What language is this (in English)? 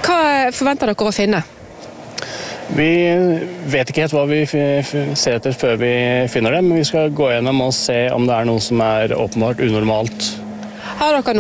Norwegian